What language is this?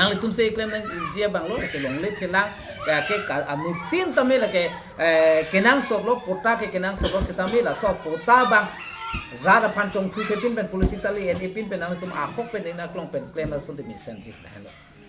Karbi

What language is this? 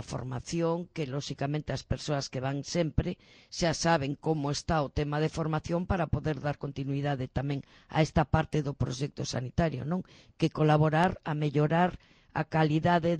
Galician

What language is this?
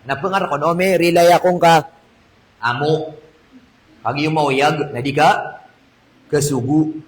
Maranao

